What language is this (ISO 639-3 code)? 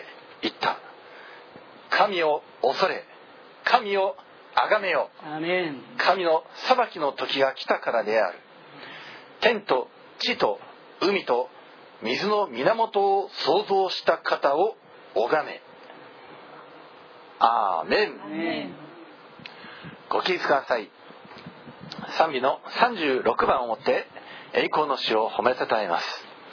jpn